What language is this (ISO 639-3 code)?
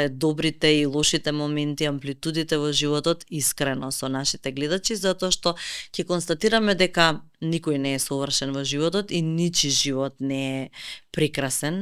mkd